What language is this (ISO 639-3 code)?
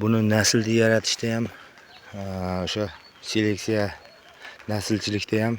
uzb